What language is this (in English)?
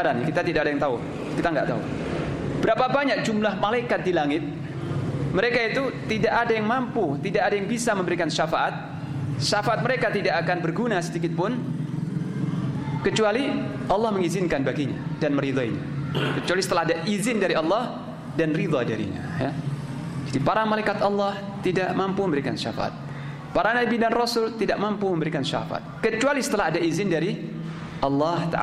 Indonesian